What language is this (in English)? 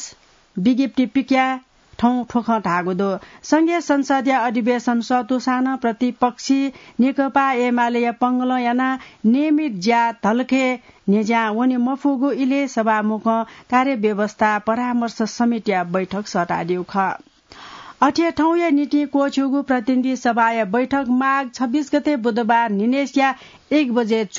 Newari